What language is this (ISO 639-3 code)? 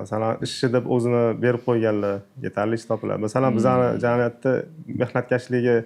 uzb